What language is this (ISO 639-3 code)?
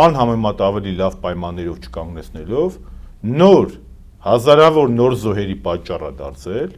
hye